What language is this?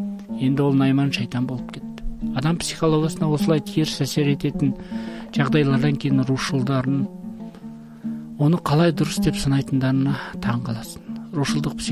Kazakh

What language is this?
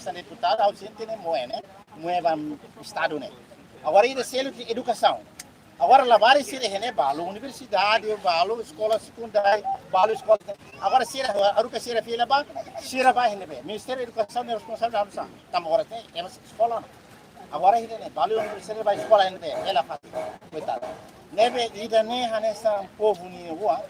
Tetum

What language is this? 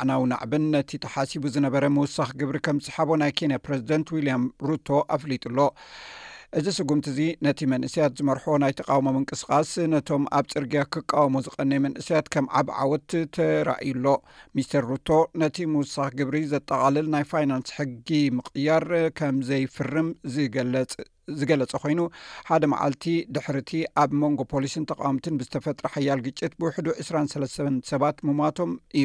Tigrinya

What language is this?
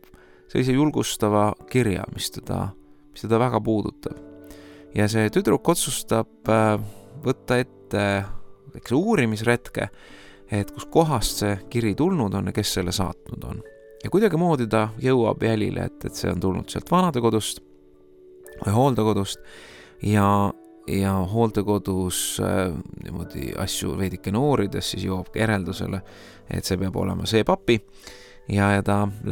Estonian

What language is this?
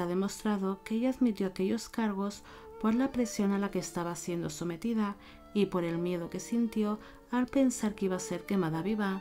Spanish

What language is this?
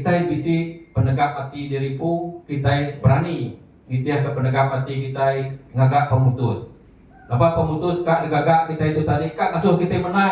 Iban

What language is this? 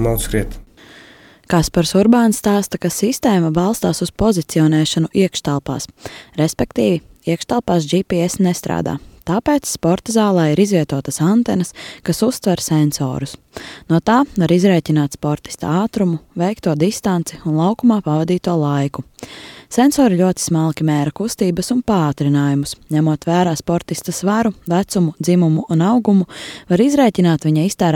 Latvian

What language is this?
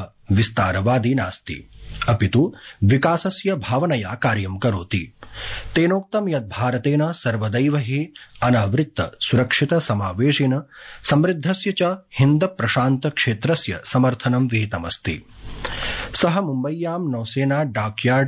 Sanskrit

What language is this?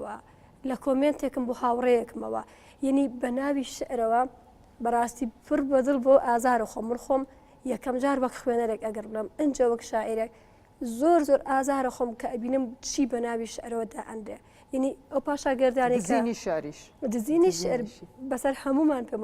Central Kurdish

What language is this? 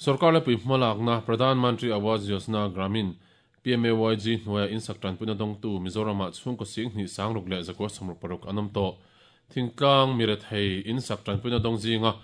Mizo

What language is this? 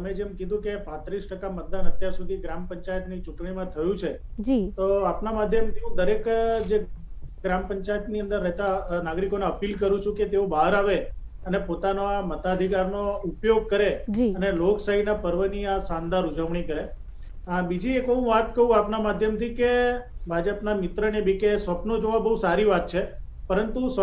Gujarati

